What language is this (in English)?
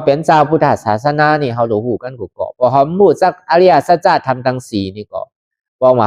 Shan